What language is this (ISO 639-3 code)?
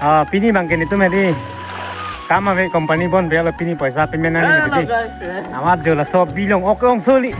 mjw